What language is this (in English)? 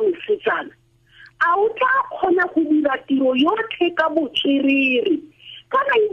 Tswana